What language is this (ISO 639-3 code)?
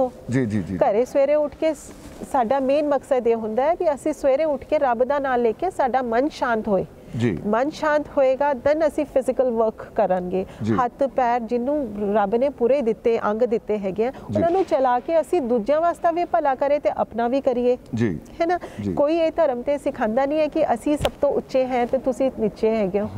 pan